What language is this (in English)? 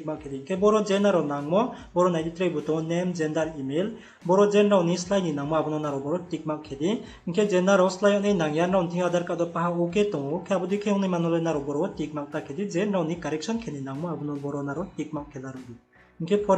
Riang (India)